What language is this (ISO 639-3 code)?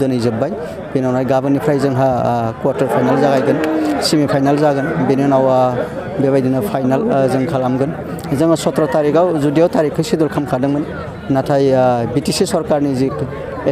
brx